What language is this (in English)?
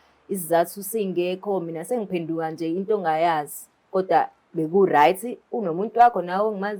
Zulu